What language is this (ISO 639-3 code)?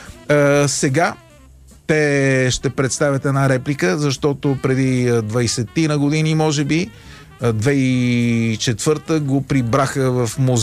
bul